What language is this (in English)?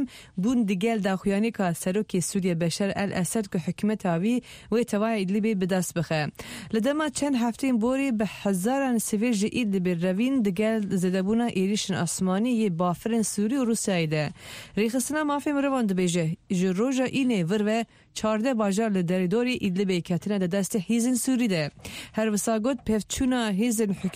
Kurdish